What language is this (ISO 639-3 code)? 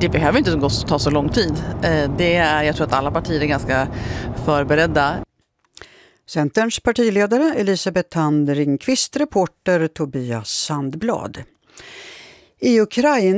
swe